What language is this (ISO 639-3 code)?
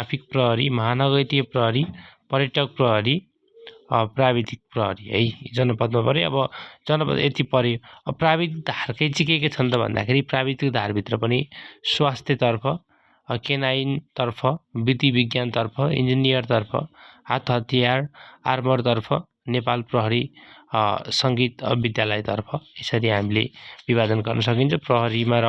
nep